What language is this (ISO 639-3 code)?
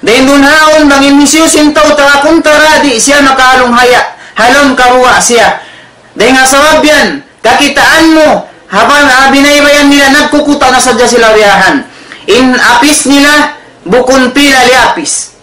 tsg